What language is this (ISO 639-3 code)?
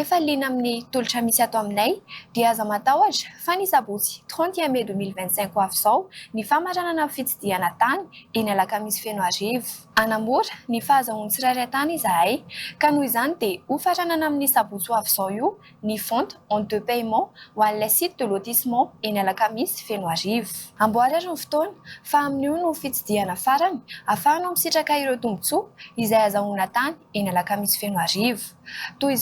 mlg